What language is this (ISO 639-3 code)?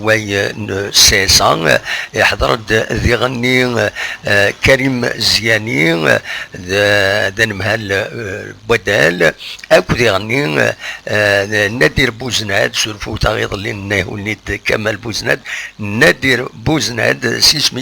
kab